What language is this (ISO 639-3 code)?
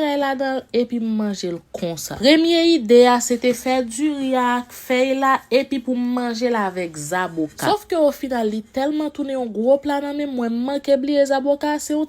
hat